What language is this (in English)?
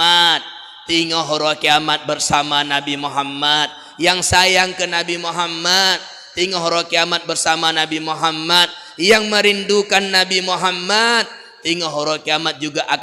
Achinese